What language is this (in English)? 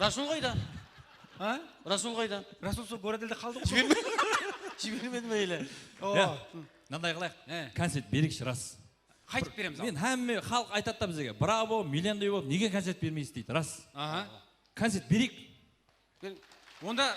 Kara-Kalpak